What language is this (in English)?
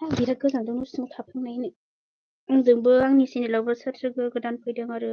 Bodo